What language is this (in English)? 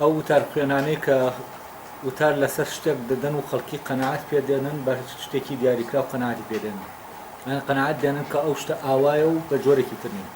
Central Kurdish